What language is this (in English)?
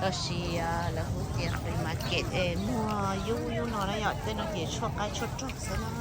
Hmong